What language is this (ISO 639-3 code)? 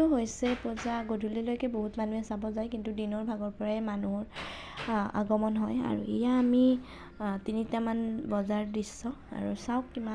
asm